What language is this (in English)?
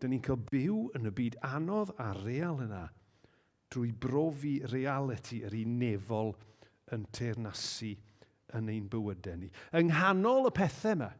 Welsh